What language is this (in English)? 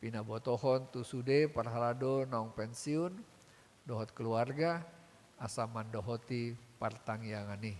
Batak Toba